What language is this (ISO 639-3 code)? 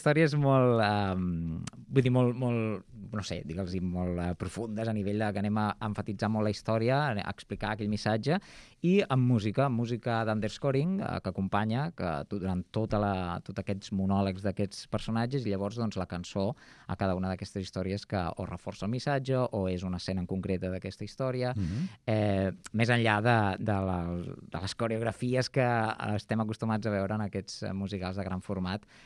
cat